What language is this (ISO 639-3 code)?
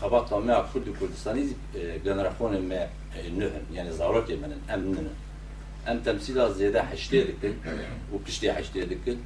kur